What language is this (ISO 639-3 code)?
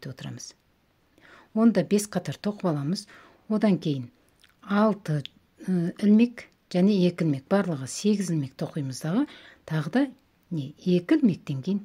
kaz